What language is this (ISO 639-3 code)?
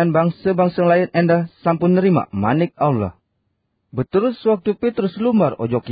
sas